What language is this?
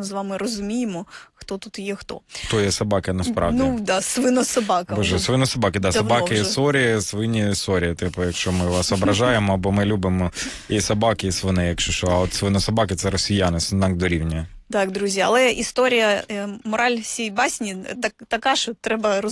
Ukrainian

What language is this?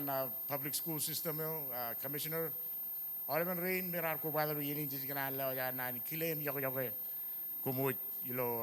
Marshallese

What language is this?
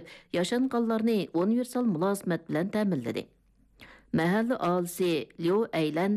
Uyghur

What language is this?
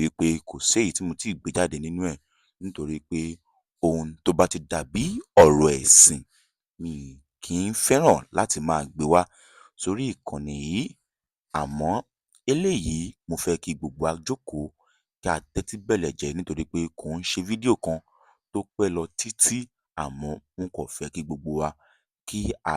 Yoruba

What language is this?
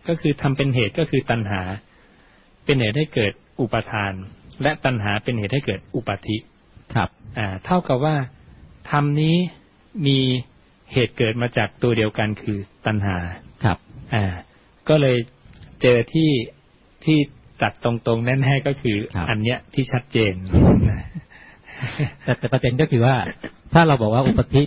Thai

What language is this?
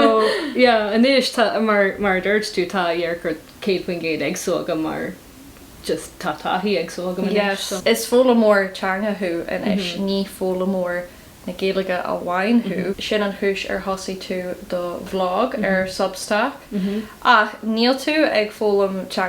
Irish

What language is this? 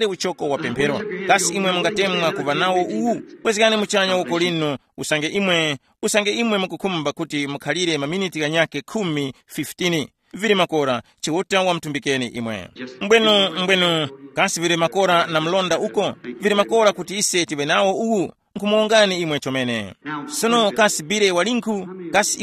Tumbuka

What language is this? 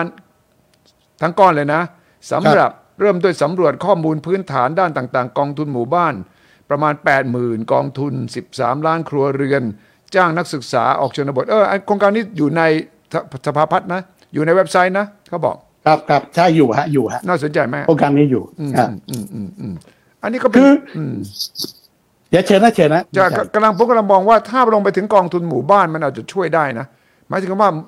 Thai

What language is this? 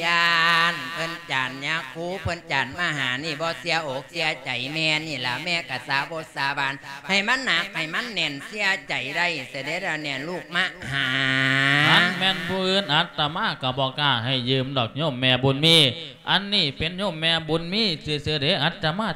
Lao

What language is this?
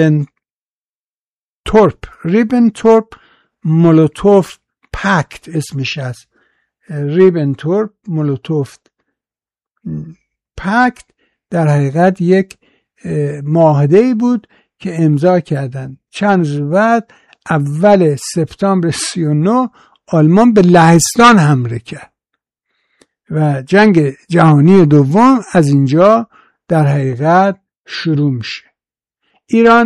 Persian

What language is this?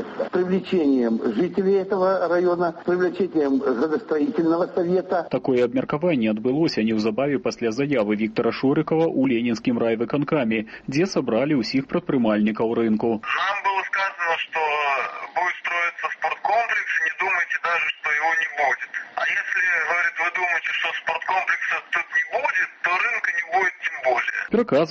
Belarusian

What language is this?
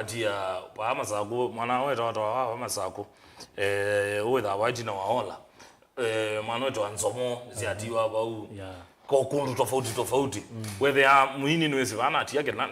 Kamba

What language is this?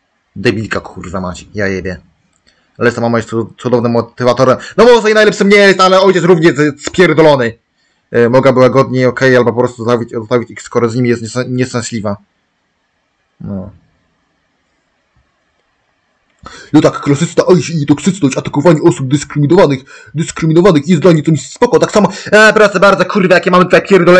Polish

